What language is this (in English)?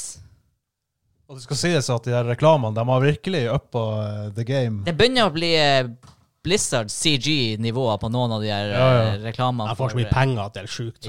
Norwegian